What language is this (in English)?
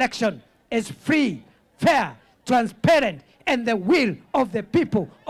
Kamba